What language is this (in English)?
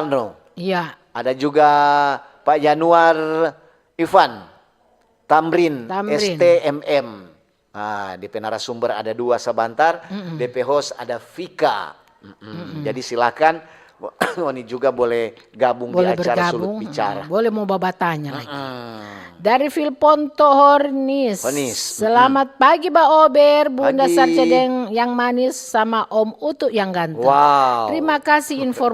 Manado Malay